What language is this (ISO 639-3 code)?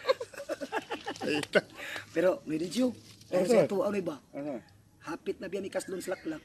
ceb